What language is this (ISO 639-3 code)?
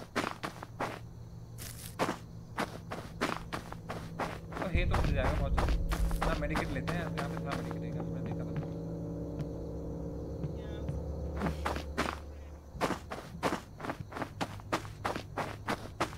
hin